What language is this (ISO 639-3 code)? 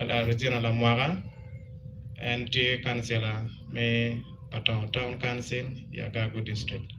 ach